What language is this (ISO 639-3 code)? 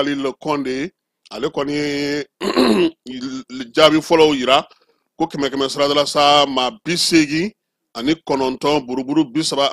bam